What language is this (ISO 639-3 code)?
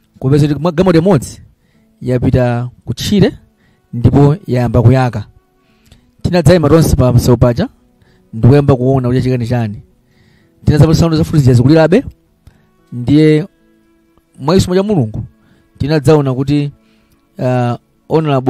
nya